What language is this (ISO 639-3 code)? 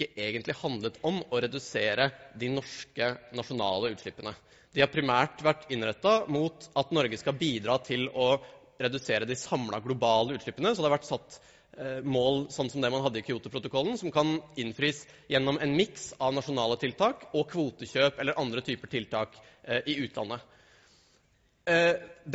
nor